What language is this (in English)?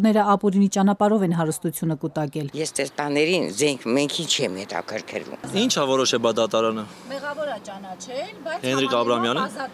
Armenian